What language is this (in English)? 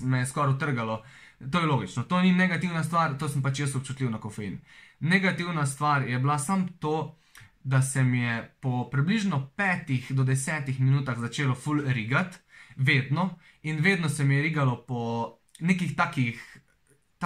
Slovenian